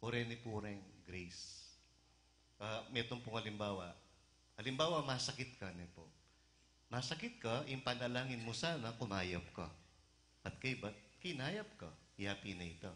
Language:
Pampanga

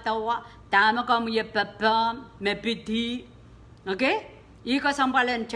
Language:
Pohnpeian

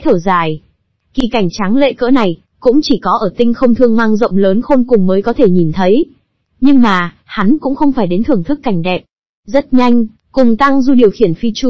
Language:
Vietnamese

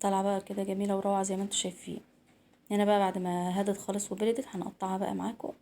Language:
Egyptian Arabic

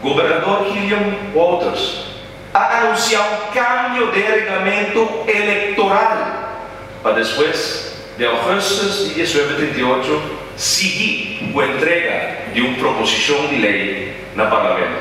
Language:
Papiamento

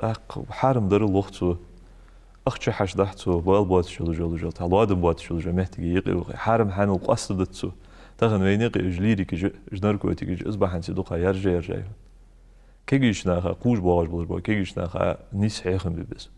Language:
Ingush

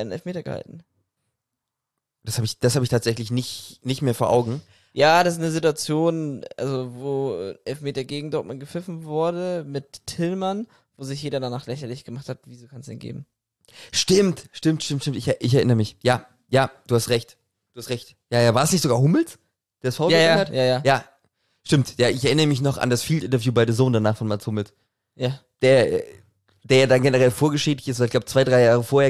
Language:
German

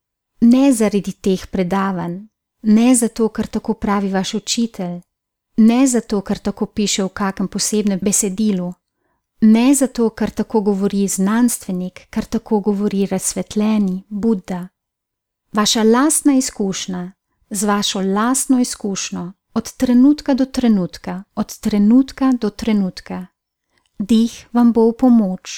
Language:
Slovenian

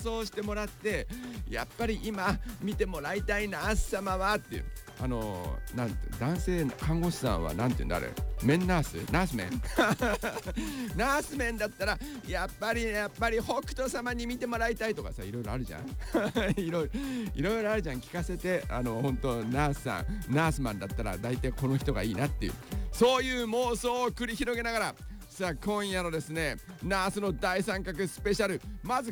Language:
Japanese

